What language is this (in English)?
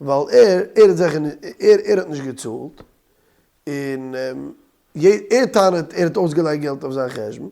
Yiddish